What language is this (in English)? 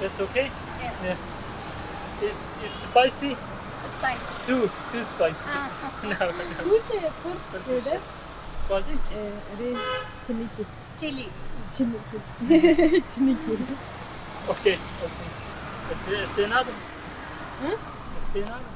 Kurdish